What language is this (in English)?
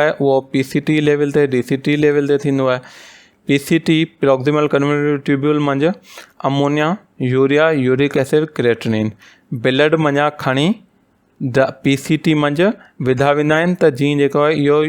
Sindhi